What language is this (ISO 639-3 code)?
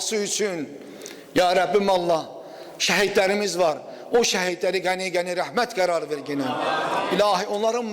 aze